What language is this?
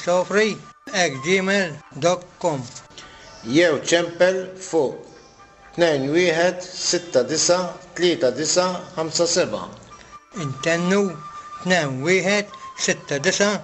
Maltese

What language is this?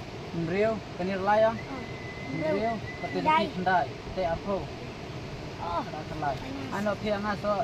Khasi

